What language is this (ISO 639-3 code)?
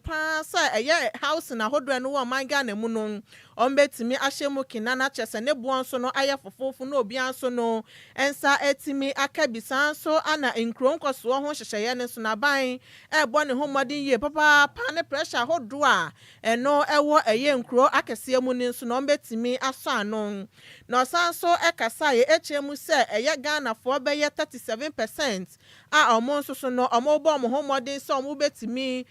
aka